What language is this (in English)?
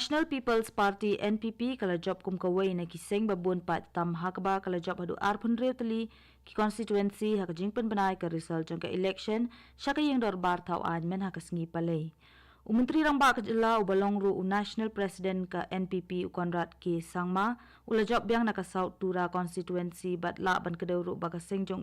Khasi